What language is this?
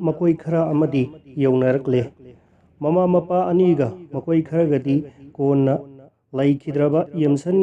Manipuri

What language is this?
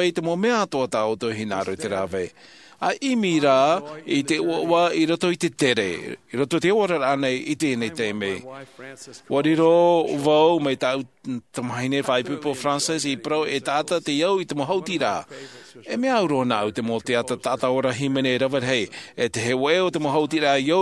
Tahitian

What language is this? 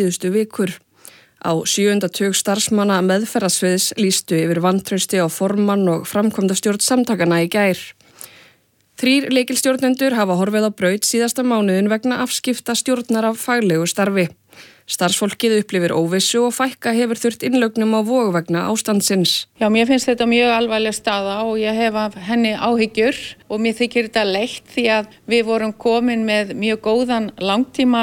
Icelandic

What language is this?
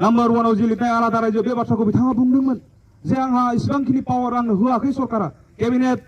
Bodo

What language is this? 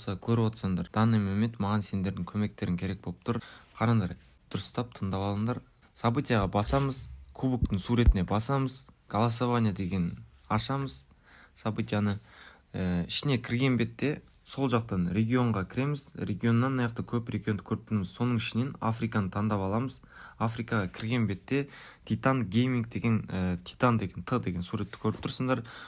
Kara-Kalpak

